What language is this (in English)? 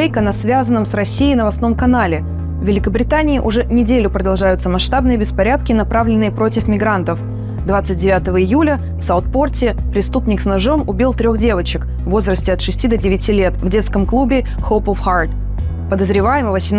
Russian